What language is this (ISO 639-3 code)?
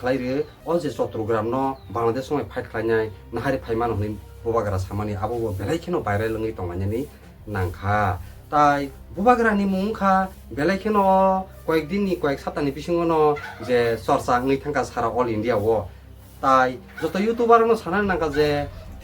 trp